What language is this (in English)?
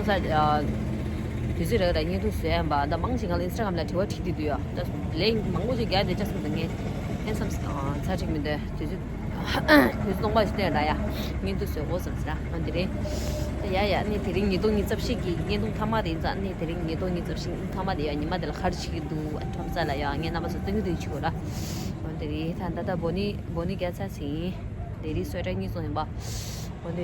Tibetan